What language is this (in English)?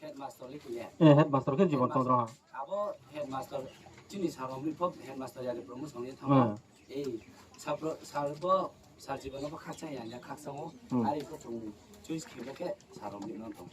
Riang (India)